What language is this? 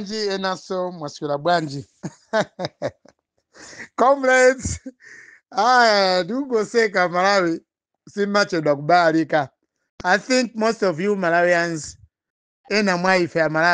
Nyanja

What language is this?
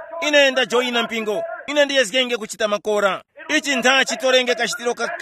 Tumbuka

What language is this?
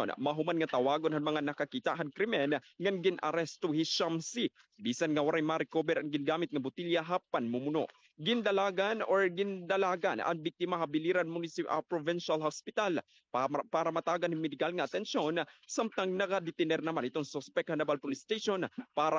Waray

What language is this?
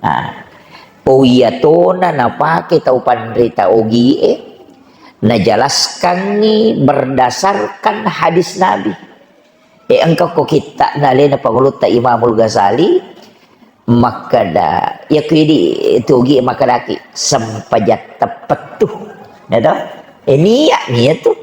Buginese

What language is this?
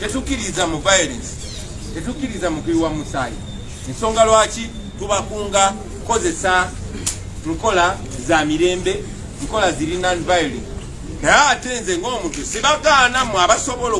Ganda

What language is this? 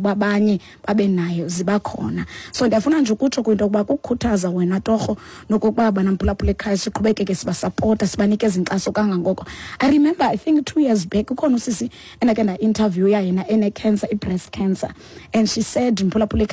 Xhosa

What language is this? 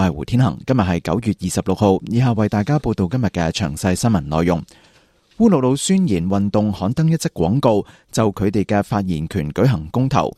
Cantonese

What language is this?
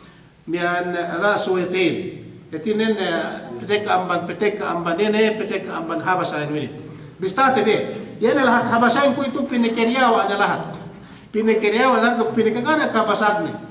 Yakan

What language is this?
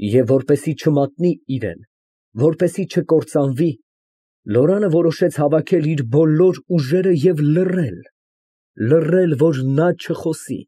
Armenian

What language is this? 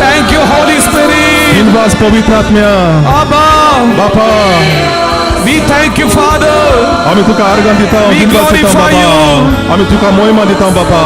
Konkani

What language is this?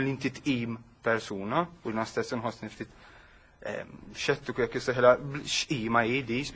Maltese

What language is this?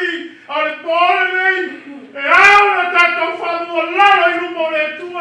Samoan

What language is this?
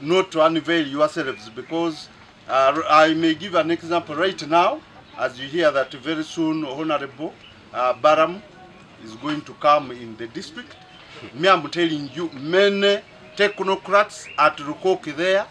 Nyankole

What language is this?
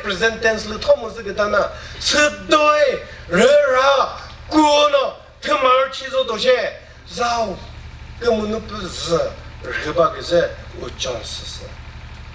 Chokri Naga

